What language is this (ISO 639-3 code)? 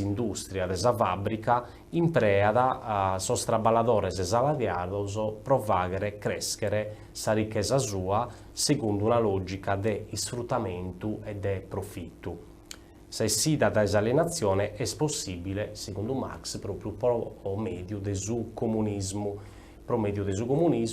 srd